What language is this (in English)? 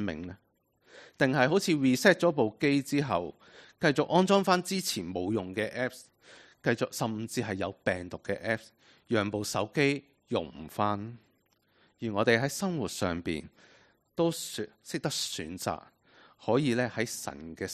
Cantonese